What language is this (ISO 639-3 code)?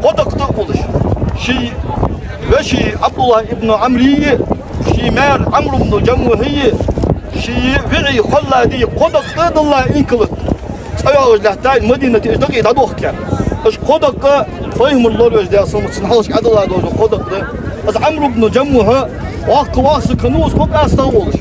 inh